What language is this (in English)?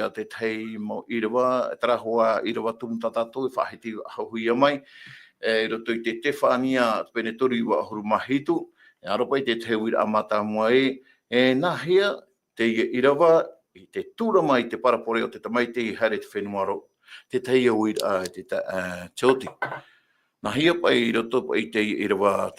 Tahitian